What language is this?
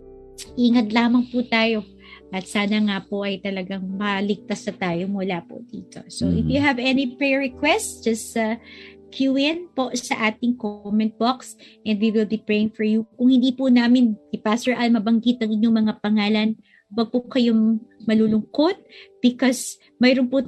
Filipino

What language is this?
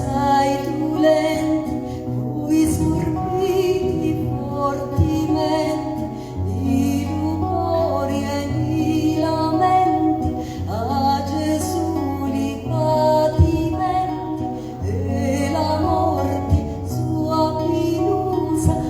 Sicilian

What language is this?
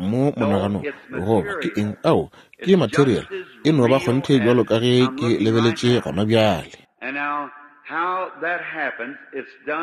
Northern Sotho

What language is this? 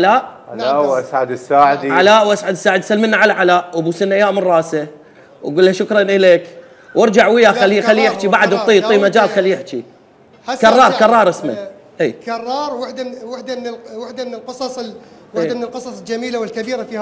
Mesopotamian Arabic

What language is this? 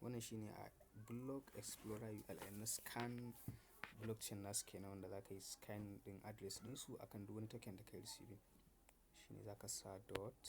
Hausa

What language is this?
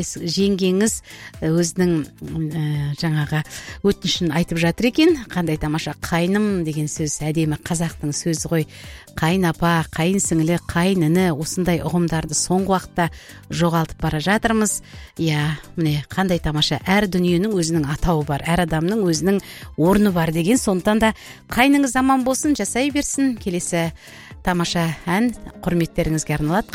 Kazakh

